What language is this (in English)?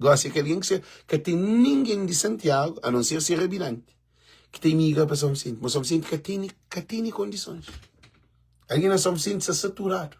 Kabuverdianu